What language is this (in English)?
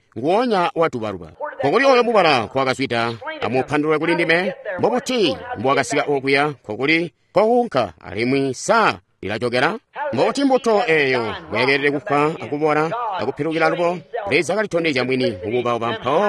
Tonga (Zambia)